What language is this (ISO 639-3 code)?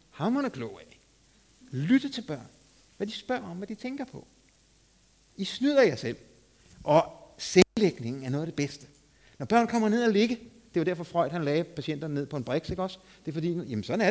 dan